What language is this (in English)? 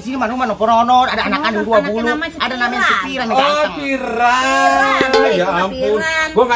Betawi